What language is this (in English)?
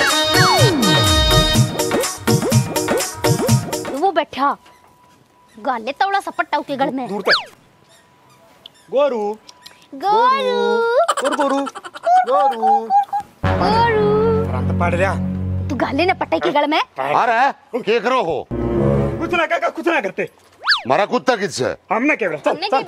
Haryanvi